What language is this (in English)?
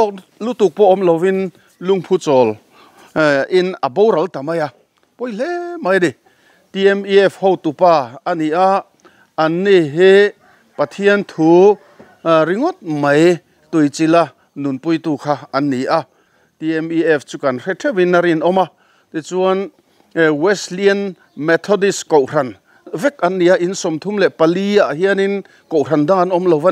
Mizo